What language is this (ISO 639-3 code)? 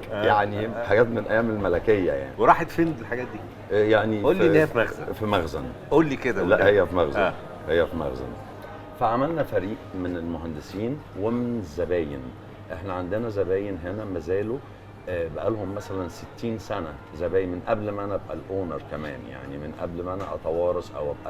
arz